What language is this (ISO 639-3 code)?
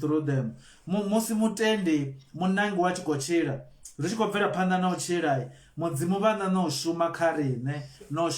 ven